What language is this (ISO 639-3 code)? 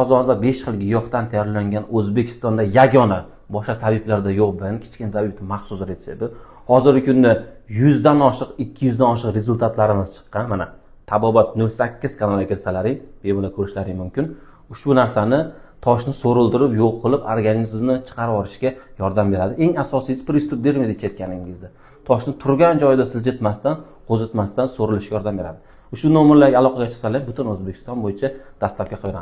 uzb